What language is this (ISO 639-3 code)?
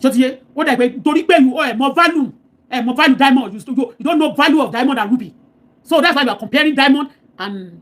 yor